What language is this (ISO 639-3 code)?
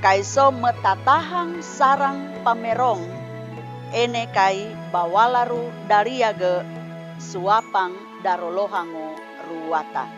sxn